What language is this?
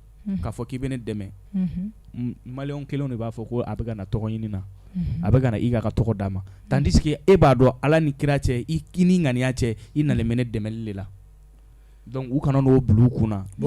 Bambara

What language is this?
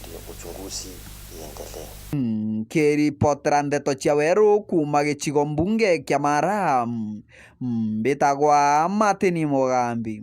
Meru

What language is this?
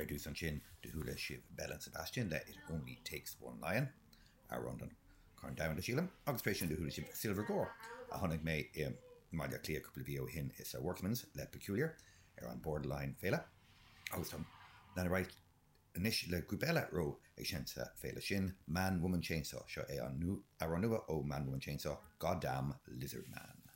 Irish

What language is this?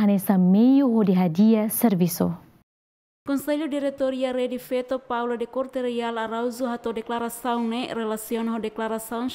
Tetum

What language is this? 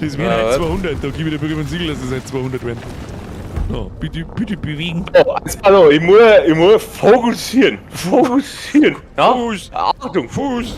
Bavarian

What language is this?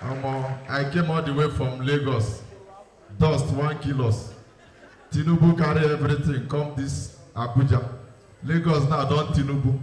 Nigerian Pidgin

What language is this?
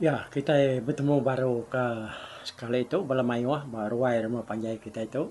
Iban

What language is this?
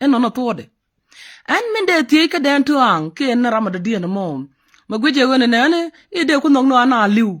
Nuer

